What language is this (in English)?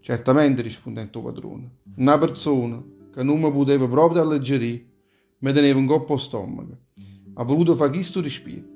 Neapolitan